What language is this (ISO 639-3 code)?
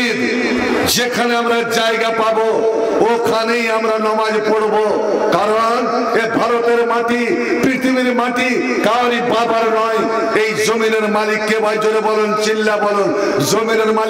ben